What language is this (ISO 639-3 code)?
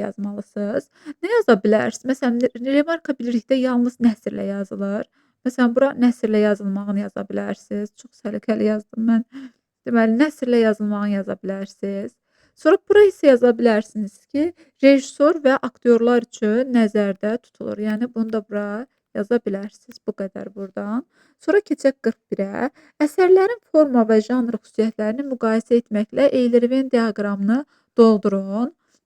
aze